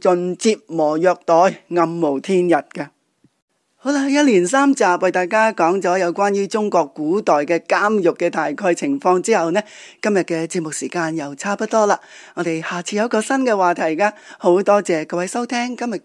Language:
Cantonese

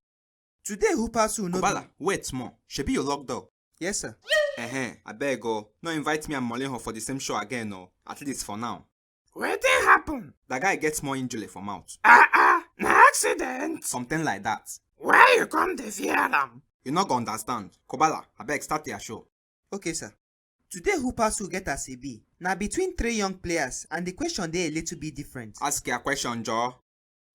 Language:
Nigerian Pidgin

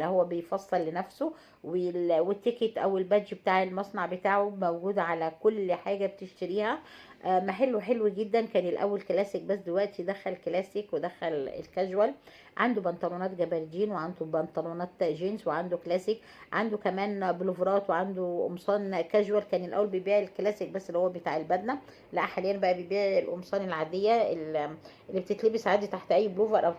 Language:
Egyptian Arabic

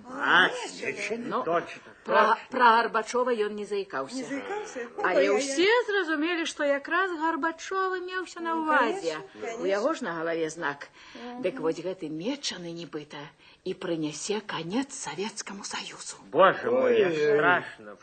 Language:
Belarusian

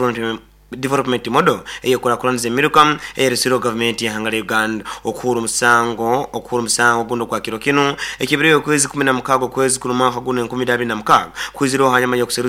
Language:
Nyoro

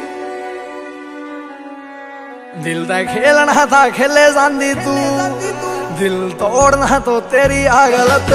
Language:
Punjabi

